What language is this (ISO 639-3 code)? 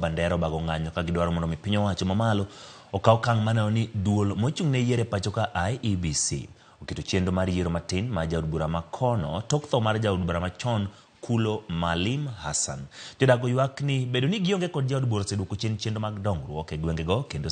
luo